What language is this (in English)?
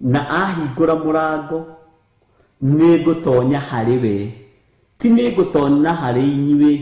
Kikuyu